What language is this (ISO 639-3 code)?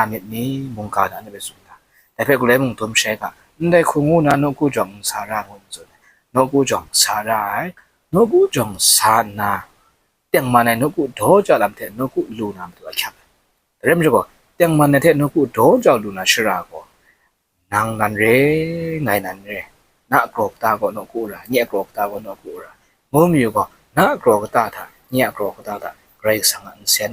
kac